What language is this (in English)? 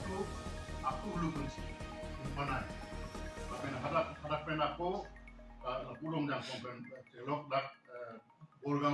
Karbi